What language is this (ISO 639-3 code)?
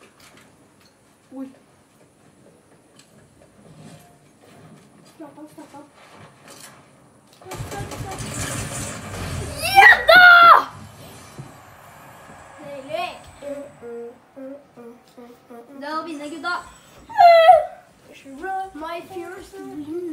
nor